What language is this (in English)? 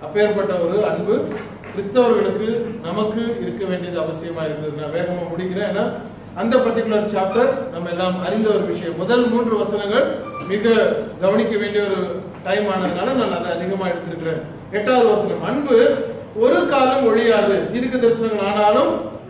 Tamil